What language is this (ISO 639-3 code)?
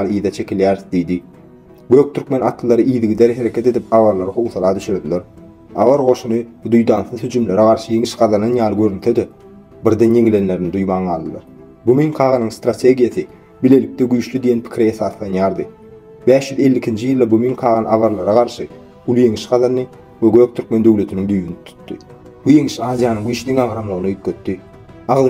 tuk